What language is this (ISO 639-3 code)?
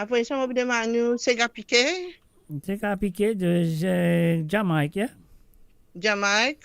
mfe